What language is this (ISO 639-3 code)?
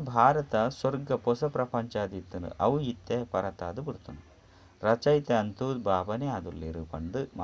tcy